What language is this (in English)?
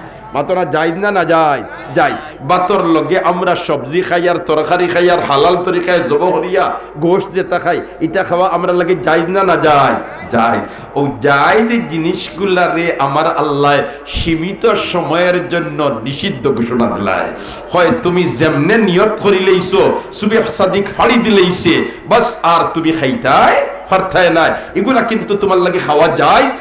Sylheti